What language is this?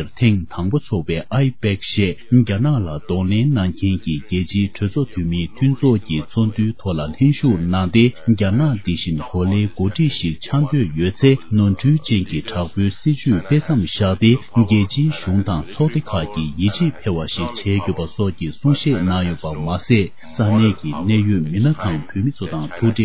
Tibetan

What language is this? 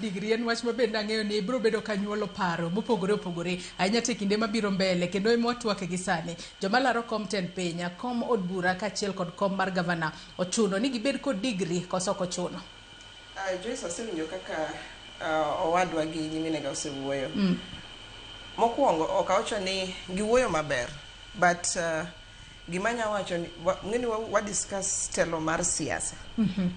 Luo (Kenya and Tanzania)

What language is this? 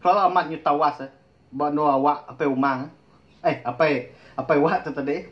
Iban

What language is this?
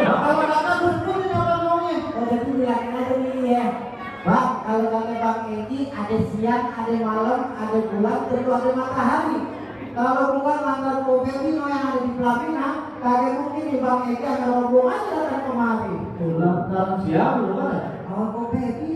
Betawi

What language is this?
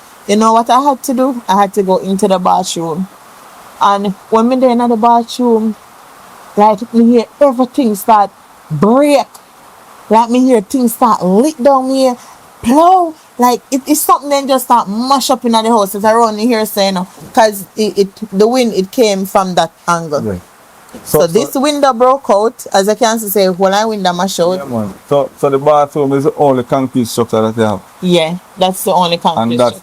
Jamaican Creole English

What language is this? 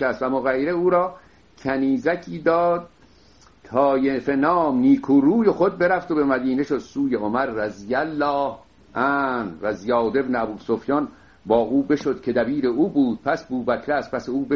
Persian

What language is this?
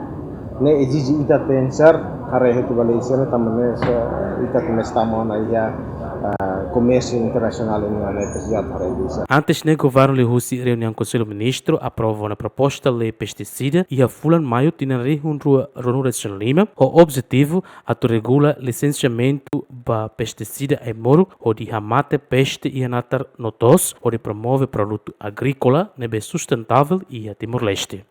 Tetum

